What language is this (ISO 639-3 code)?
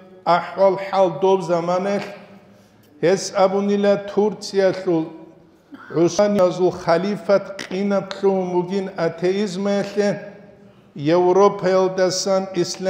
ava